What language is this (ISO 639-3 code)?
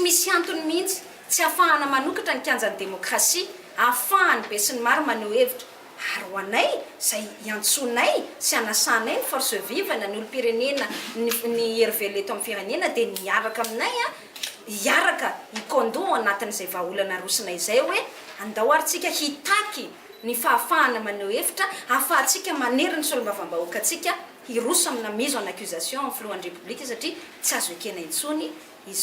mlg